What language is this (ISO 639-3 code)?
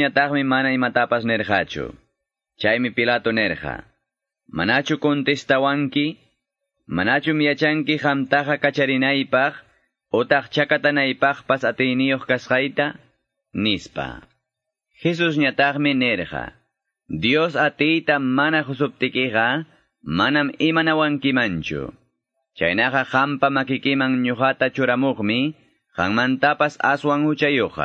que